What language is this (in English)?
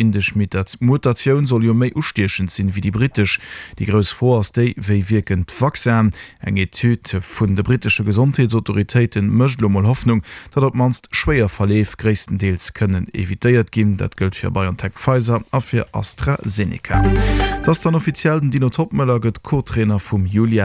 Luxembourgish